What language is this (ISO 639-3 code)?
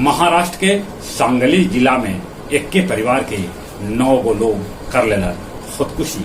mag